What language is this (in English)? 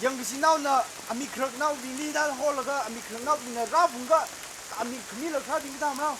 Tangkhul Naga (India)